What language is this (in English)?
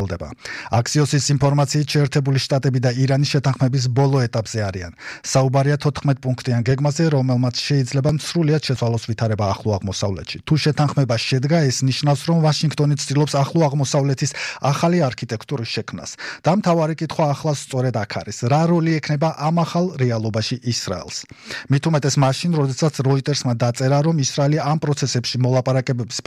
Georgian